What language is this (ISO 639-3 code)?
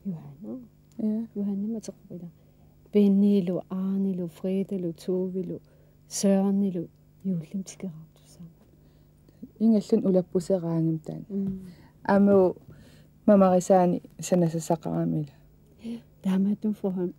kal